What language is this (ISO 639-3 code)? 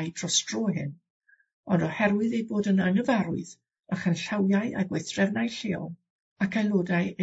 cym